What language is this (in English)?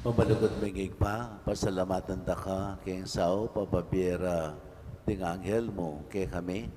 Pampanga